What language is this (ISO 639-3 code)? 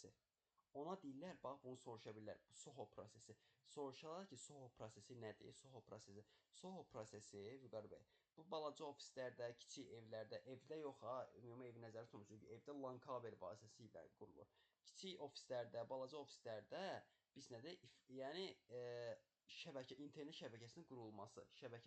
aze